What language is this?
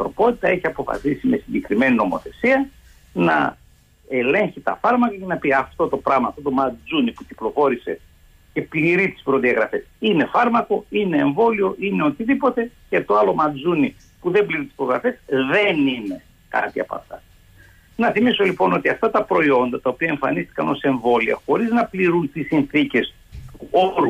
Greek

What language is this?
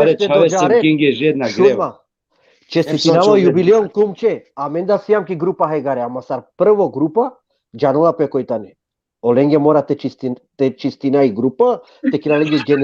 Balkan Romani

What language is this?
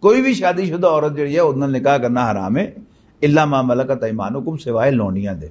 Western Panjabi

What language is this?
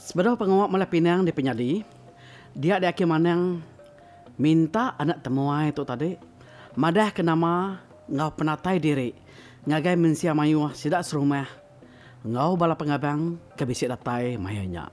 Iban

